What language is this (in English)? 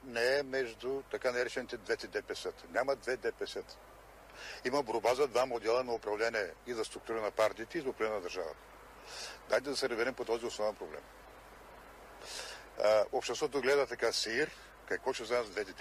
Bulgarian